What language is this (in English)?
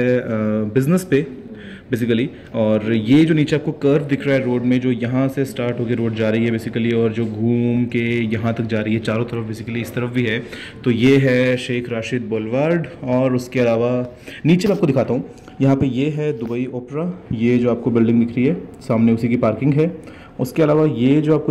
Hindi